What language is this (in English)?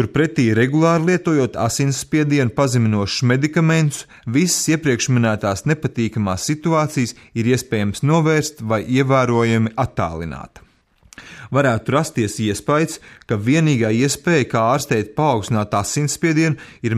Latvian